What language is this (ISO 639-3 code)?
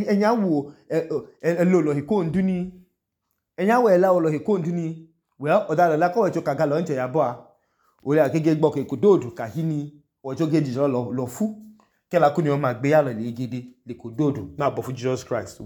idu